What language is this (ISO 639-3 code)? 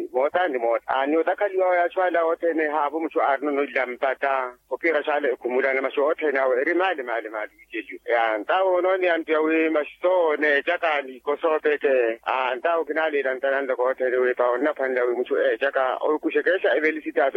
vmw